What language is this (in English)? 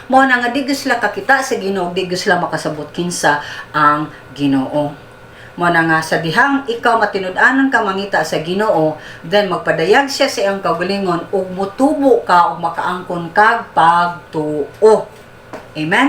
Cebuano